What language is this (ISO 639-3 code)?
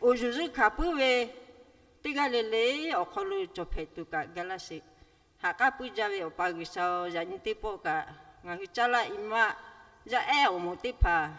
lhu